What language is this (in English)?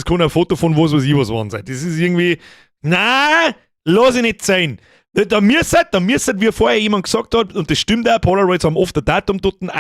Bavarian